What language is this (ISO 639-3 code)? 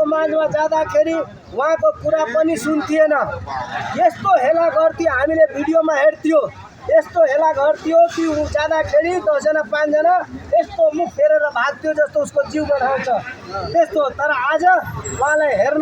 nep